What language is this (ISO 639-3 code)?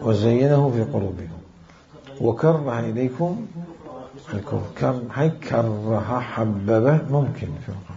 acm